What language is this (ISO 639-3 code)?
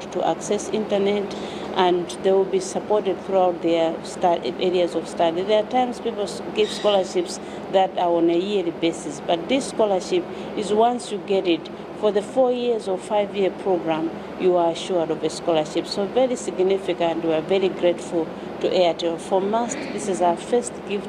eng